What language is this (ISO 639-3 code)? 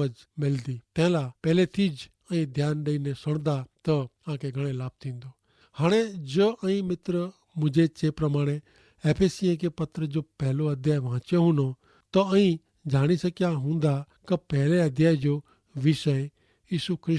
kfr